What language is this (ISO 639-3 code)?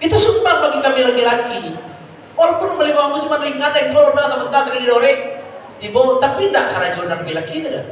min